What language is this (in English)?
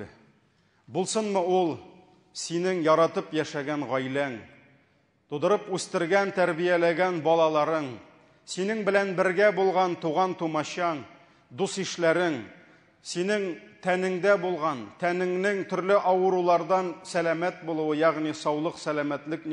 Tatar